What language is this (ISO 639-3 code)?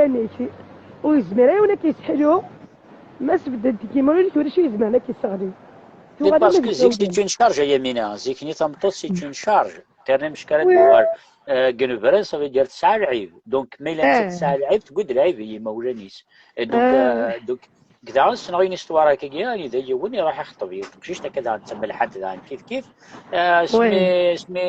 kab